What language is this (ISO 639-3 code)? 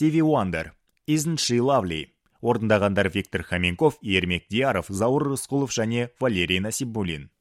kaz